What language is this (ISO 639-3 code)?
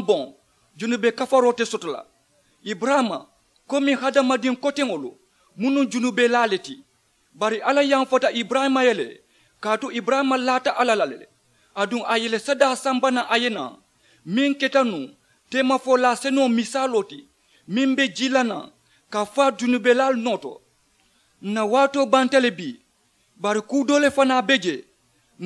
man